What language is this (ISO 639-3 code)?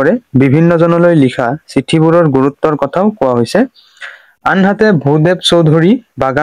asm